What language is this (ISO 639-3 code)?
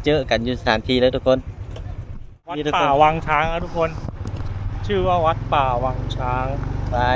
lao